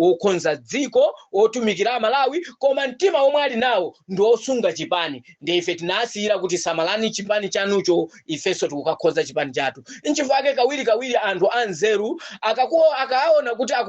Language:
Nyanja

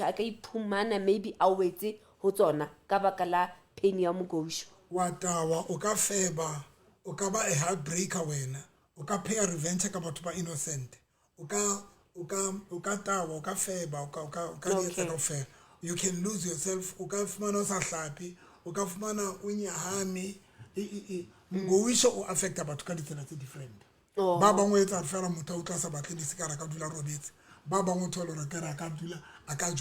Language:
Southern Sotho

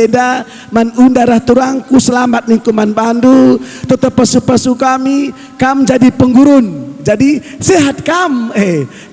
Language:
Batak Karo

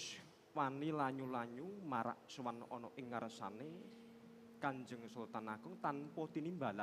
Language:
Javanese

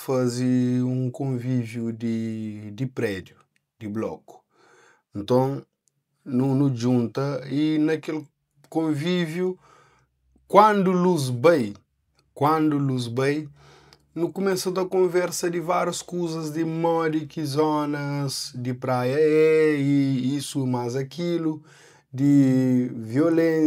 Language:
Kabuverdianu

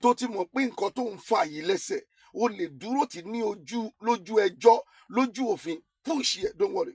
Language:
Yoruba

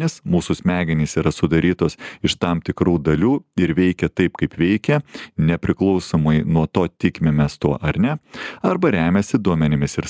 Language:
Lithuanian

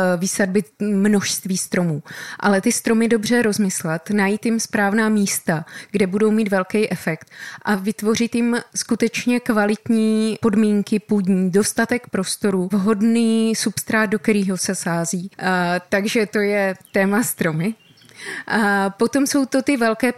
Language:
Czech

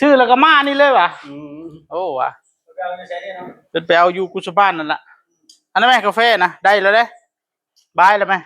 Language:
Northeastern Thai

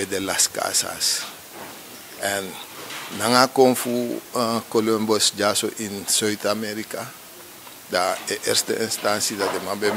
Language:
Sranan Tongo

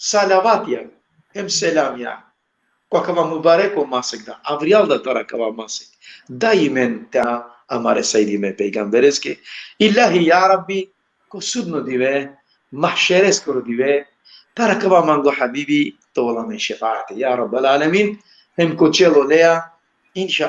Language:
Balkan Romani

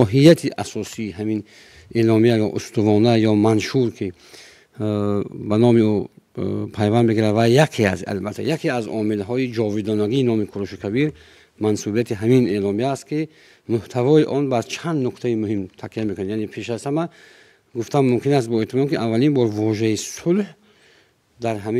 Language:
Tajik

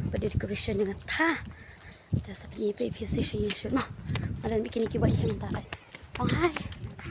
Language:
Khasi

